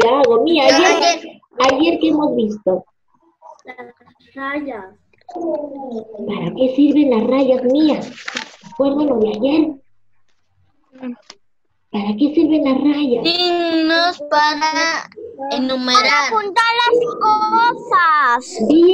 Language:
Spanish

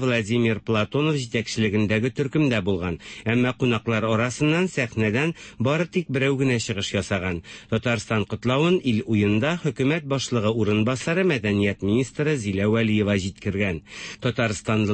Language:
Tatar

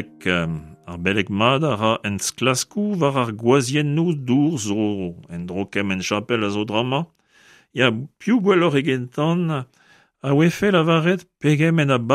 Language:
Breton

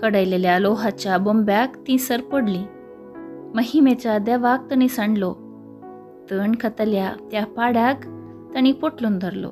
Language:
Konkani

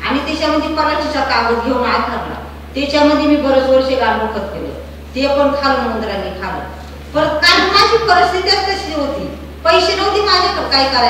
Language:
Marathi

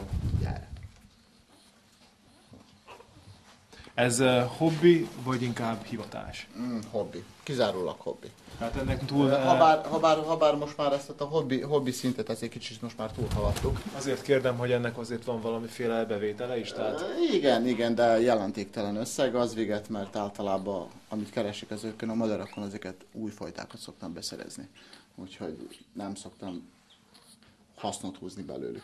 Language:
Hungarian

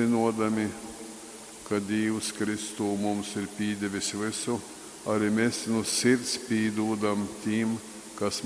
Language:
Latgalian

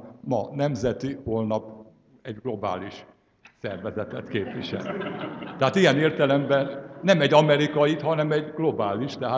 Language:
Hungarian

